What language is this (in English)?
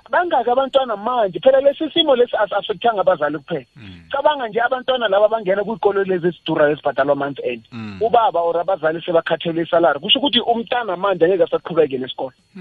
South Ndebele